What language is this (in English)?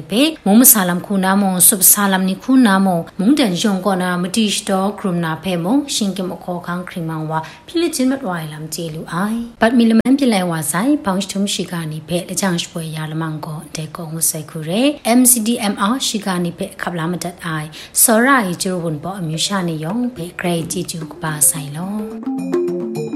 Burmese